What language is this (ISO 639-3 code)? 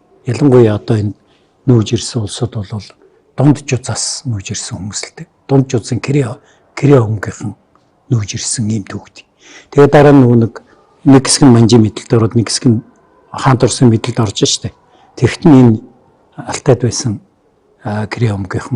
mon